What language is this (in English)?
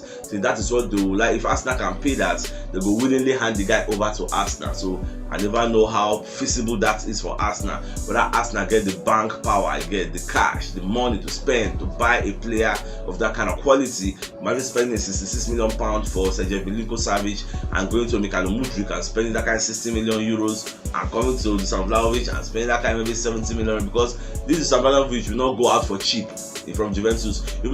Nigerian Pidgin